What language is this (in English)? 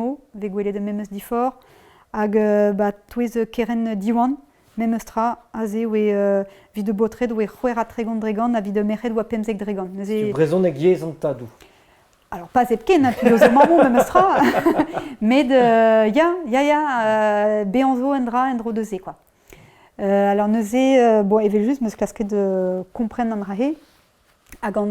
Breton